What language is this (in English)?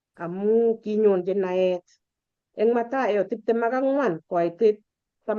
Kalenjin